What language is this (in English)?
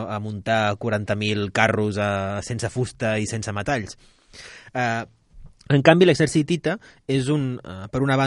Catalan